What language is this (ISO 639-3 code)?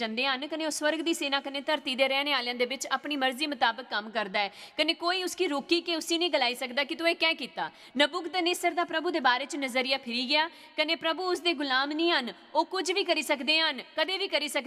doi